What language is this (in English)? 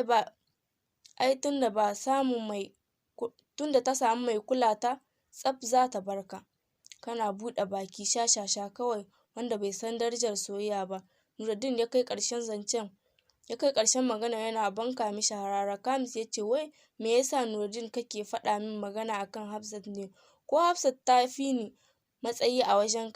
Hausa